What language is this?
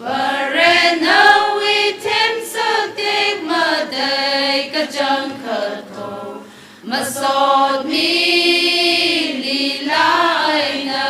Tangkhul Naga (India)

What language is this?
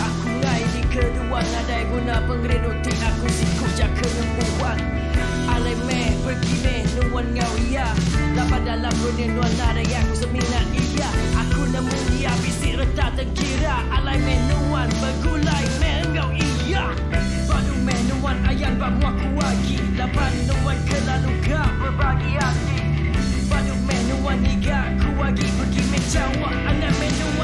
Iban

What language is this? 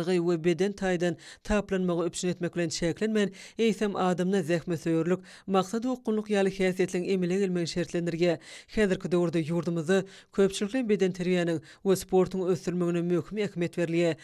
Turkmen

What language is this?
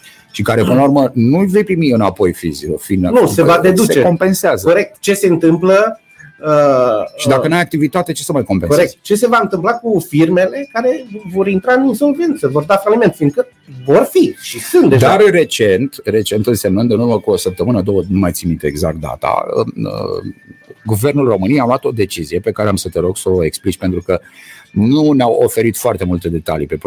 Romanian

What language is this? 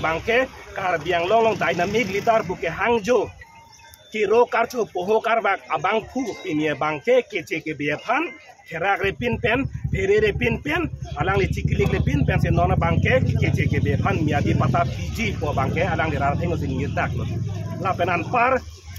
Karbi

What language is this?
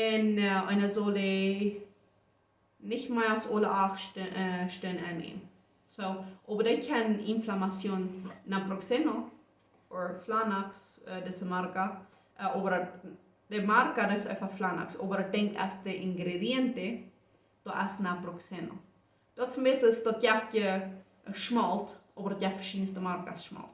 Plautdietsch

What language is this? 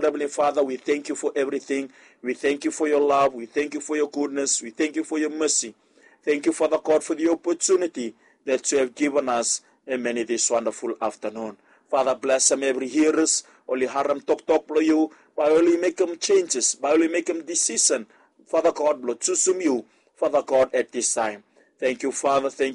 Bislama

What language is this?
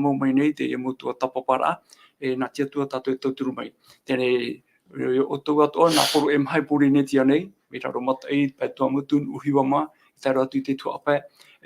Tahitian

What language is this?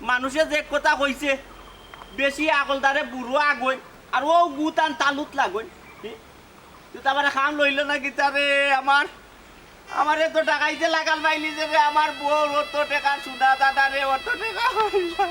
Sylheti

